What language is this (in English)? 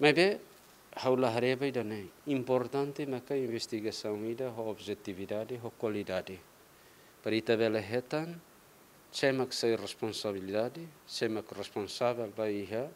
Tetum